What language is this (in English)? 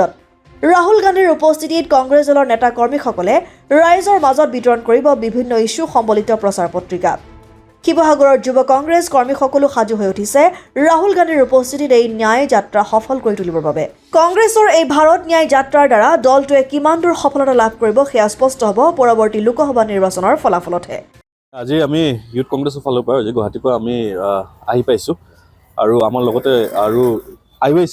Assamese